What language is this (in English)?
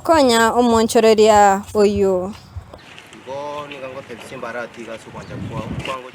Gusii